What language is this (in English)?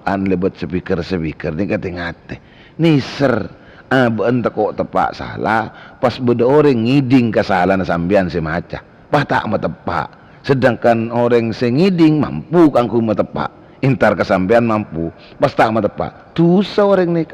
Madurese